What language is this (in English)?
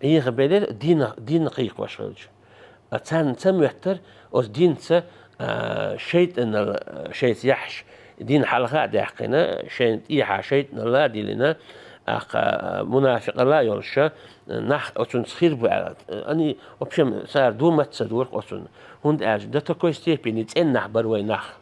Chechen